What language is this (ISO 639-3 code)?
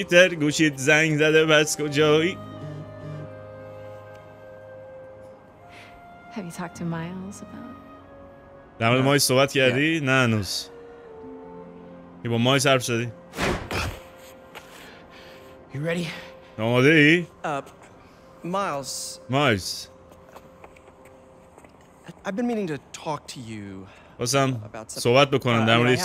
fas